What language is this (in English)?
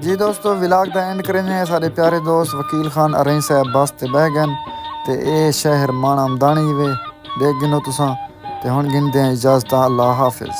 Saraiki